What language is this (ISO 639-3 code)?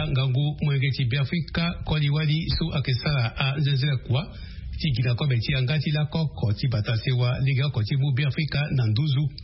sag